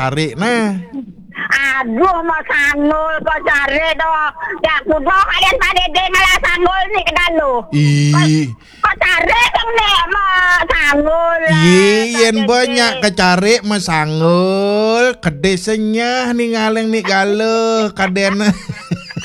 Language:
Balinese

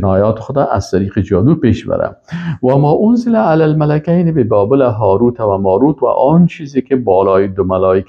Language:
Persian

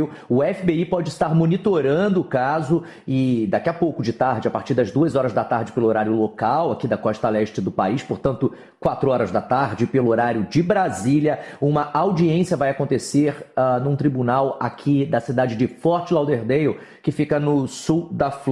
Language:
Portuguese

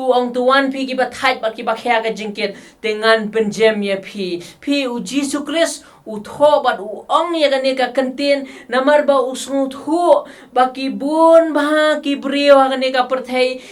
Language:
Khasi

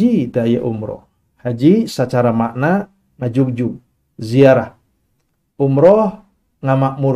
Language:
Sundanese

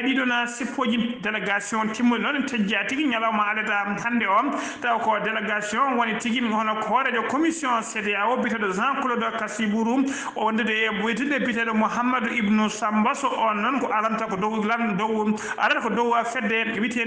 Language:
Fula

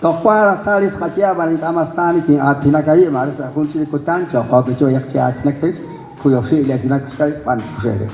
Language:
Kekchí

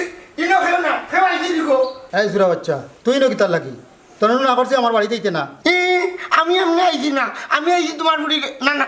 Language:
Sylheti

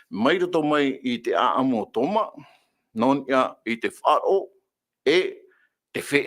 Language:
Tahitian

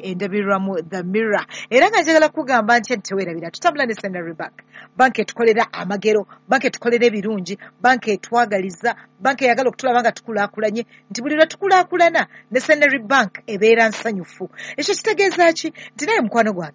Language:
Ganda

